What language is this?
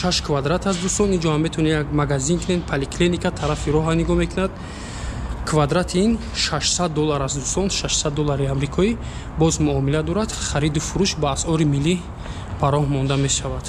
Tajik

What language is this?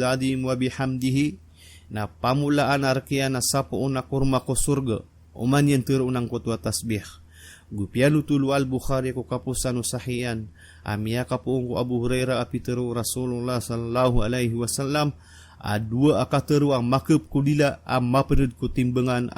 Maranao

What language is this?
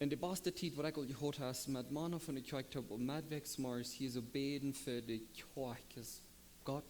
Plautdietsch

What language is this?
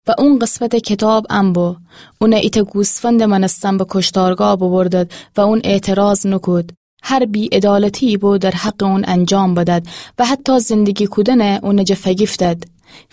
Gilaki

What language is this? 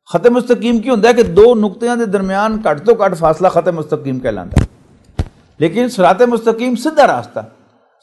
Western Panjabi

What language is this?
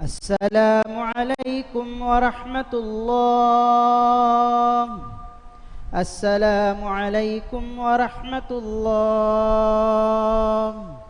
Divehi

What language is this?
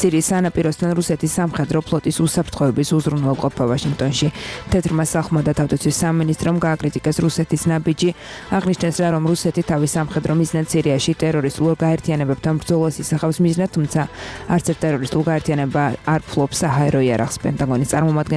Georgian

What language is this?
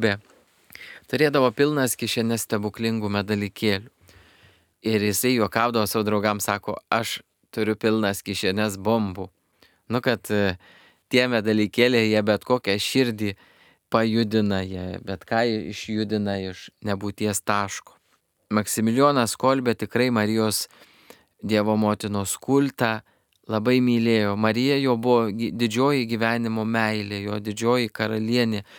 Lithuanian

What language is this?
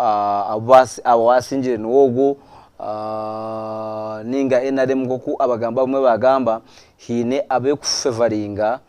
Nyankole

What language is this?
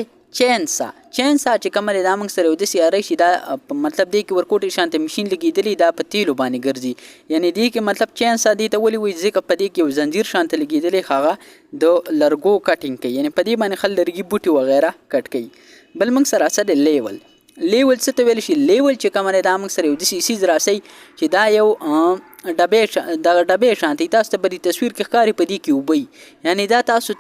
Pashto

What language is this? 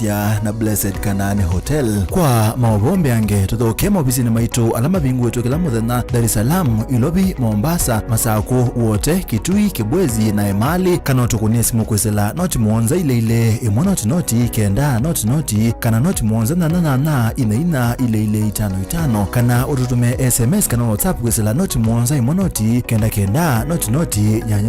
Kamba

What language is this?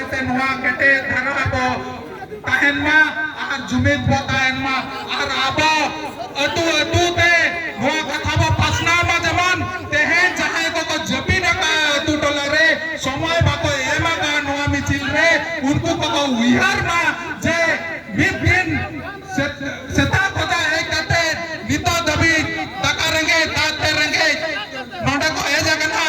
Santali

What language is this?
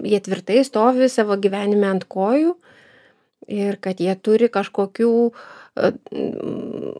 Lithuanian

